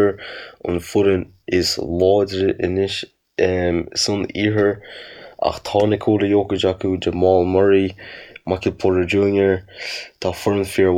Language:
Irish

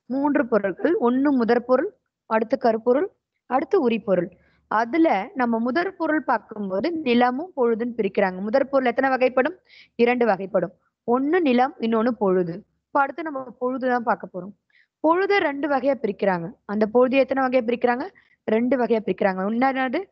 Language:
Tamil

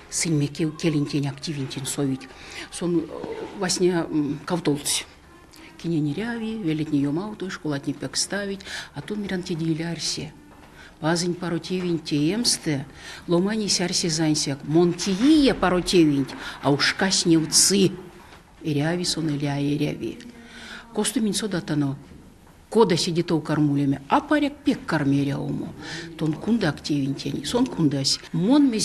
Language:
Erzya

